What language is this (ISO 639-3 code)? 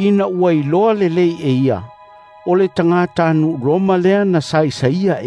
smo